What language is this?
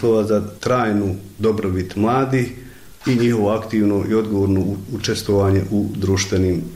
Croatian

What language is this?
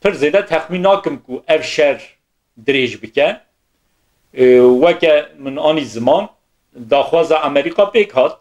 Kurdish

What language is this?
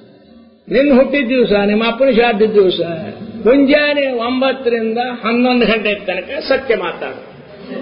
Kannada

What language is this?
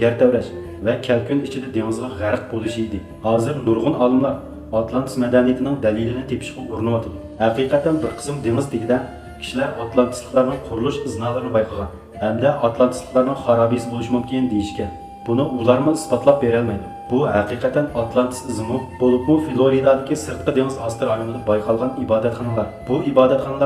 Uyghur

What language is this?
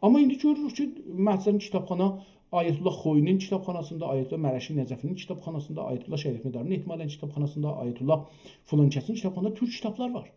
South Azerbaijani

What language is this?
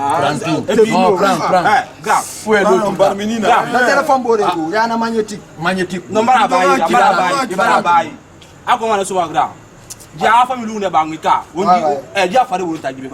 Pular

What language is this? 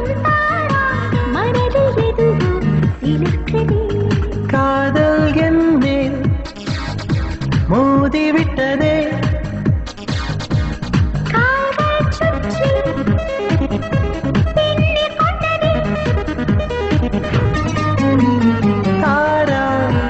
Tamil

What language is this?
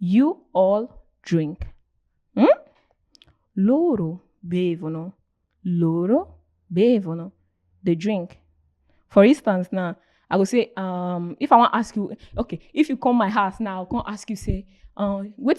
Nigerian Pidgin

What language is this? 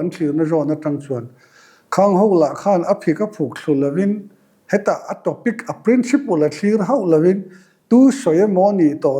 Mizo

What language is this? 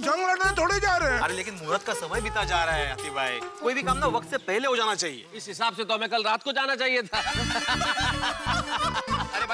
Hindi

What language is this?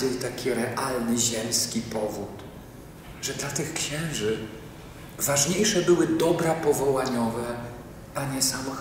Polish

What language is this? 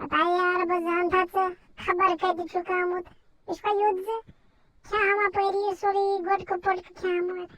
Kashmiri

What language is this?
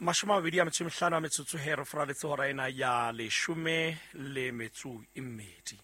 Southern Sotho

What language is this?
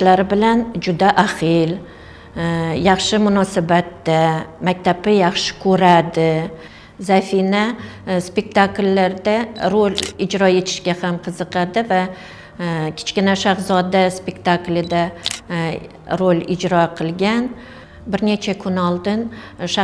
Uzbek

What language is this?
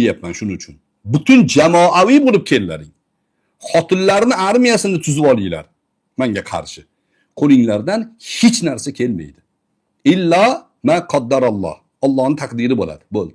Uzbek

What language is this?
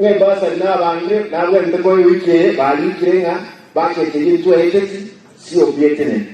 Gusii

